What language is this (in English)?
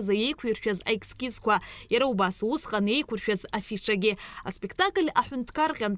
Abkhazian